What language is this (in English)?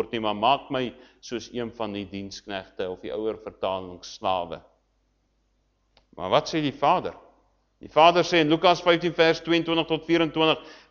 Afrikaans